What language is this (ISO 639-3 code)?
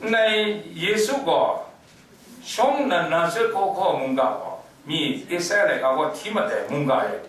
kac